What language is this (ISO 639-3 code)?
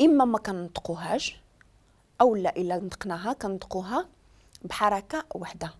ary